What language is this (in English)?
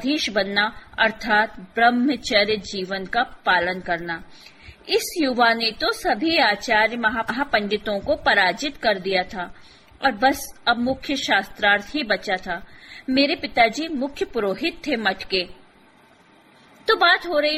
Hindi